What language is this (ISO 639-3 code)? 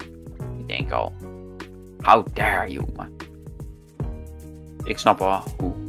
nld